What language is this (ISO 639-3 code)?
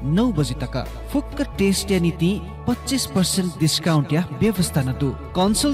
new